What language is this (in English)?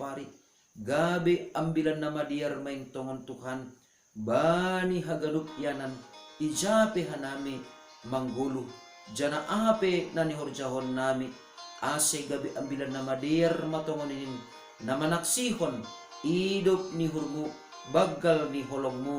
Batak Simalungun